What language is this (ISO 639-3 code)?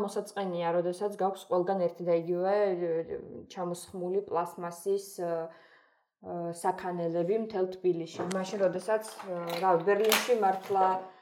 kat